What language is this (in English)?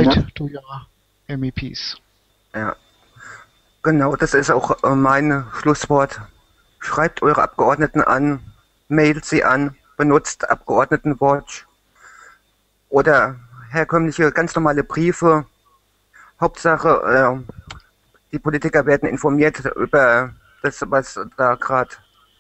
German